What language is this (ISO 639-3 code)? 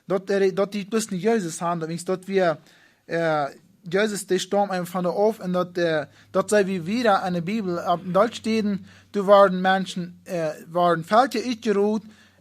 pdt